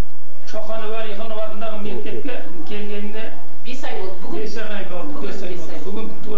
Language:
Kazakh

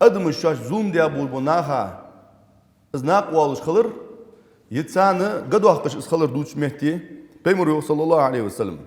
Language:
Ingush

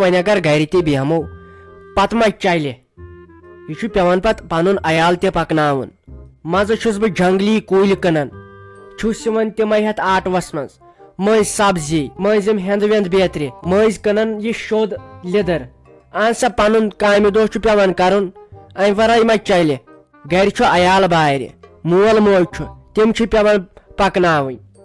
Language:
Kashmiri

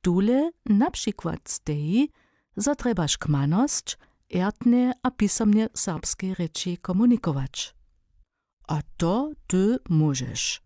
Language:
Upper Sorbian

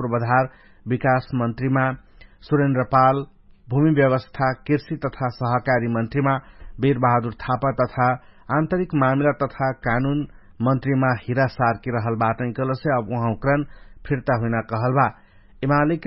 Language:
Dangaura Tharu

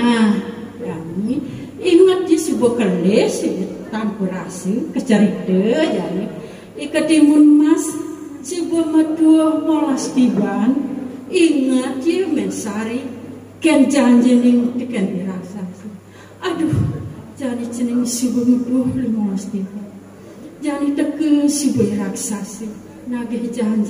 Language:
Balinese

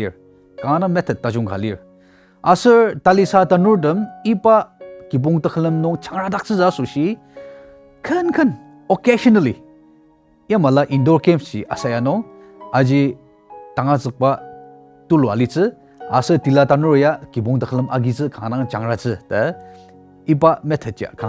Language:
Ao Naga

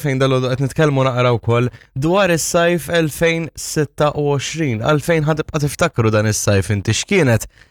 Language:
Maltese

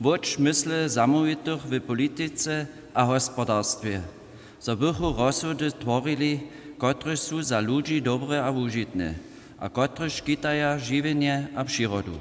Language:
Upper Sorbian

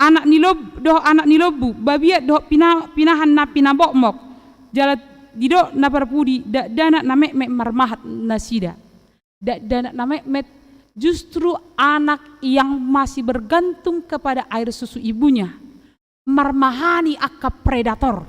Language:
Batak Toba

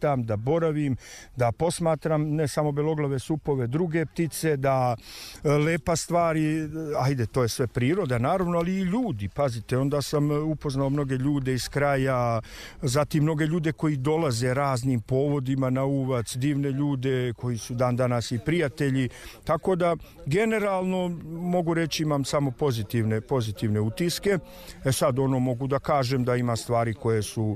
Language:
Serbian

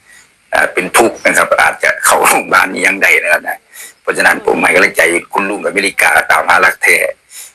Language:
Northeastern Thai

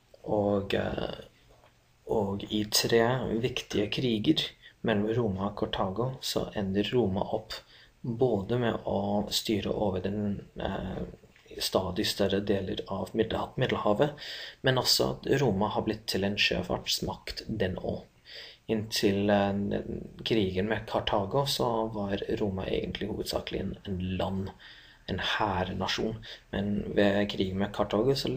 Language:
Norwegian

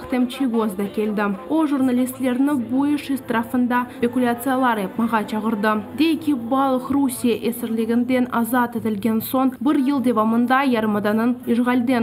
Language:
Crimean Tatar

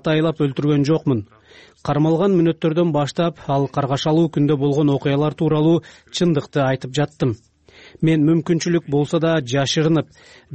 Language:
Kyrgyz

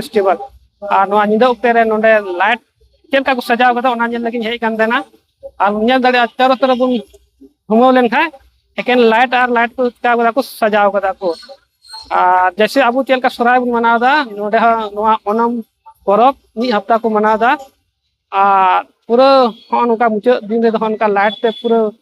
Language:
Santali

